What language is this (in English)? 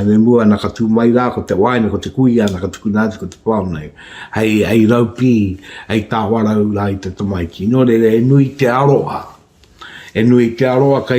Māori